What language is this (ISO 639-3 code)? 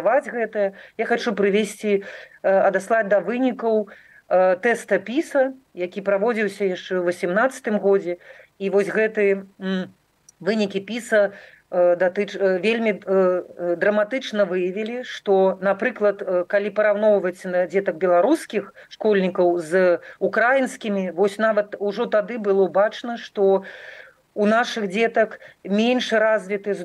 bel